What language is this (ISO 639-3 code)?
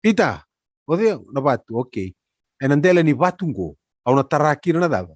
fij